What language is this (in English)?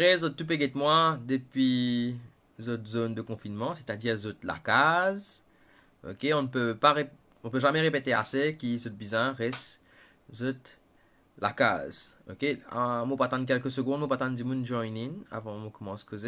Morisyen